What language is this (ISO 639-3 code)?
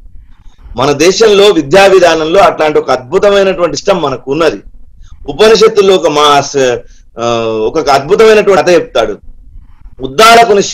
tel